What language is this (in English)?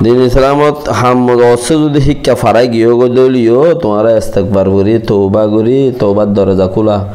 Rohingya